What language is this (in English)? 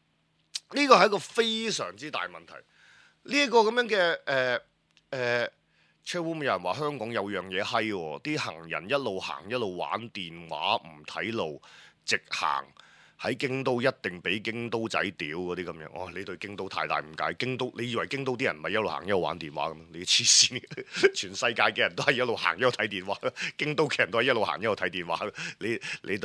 Cantonese